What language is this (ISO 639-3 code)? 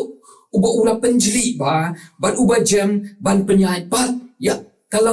kha